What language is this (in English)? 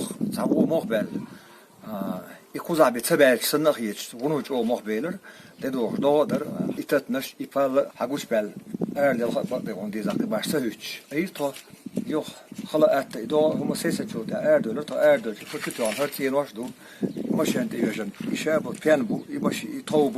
Chechen